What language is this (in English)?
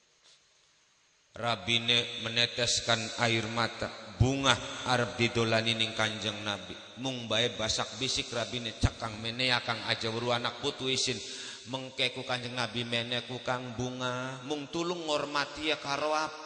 Javanese